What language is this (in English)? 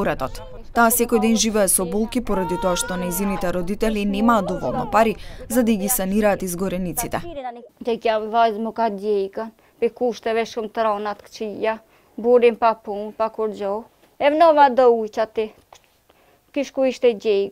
Macedonian